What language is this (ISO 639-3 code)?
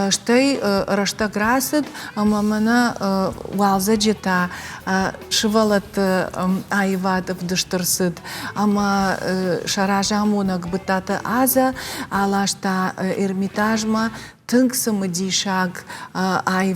oss